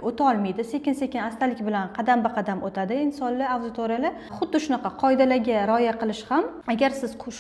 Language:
Uzbek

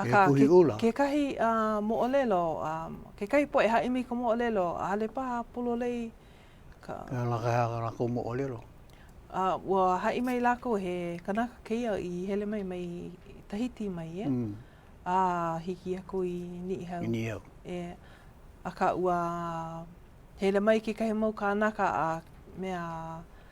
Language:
Hawaiian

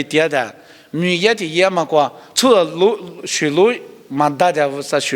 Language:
Lisu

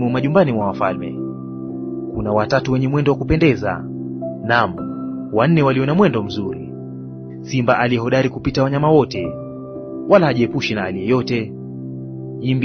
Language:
Swahili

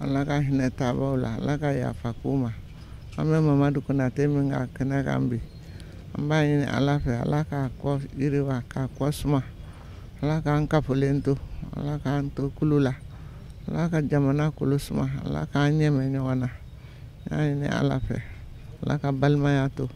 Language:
Bambara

